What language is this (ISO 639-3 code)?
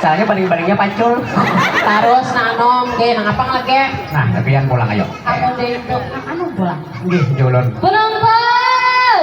bjn